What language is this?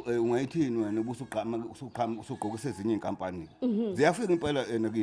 Zulu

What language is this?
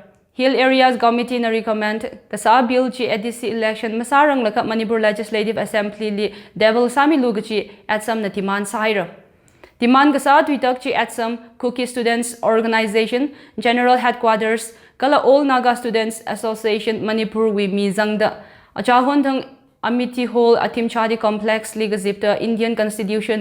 Tangkhul Naga (India)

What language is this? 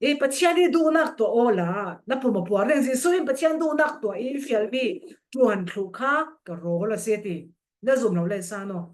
Falam Chin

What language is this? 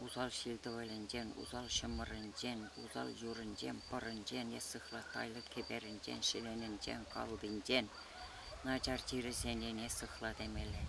Chuvash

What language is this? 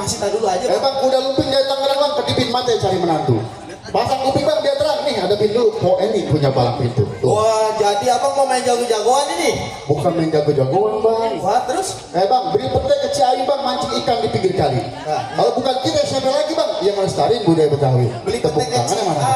Betawi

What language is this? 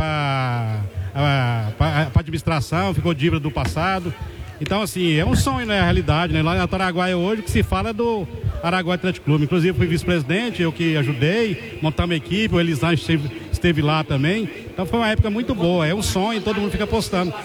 Portuguese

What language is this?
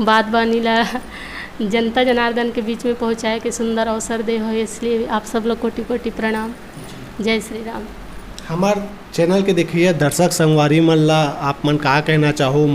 Chhattisgarhi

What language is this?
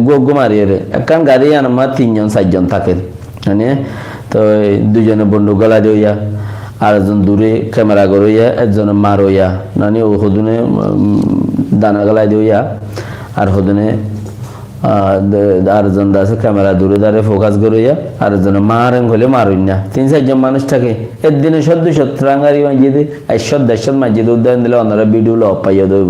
Rohingya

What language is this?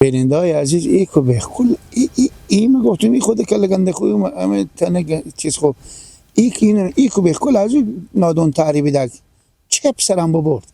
Persian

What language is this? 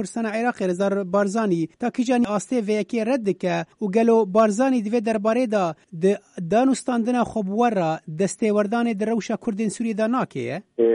Kurdish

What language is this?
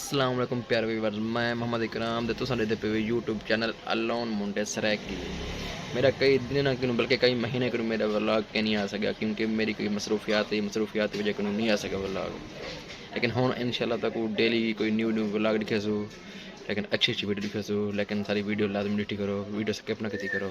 Saraiki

